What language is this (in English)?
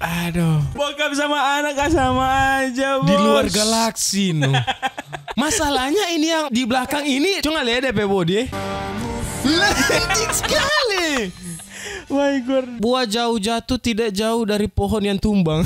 Manado Malay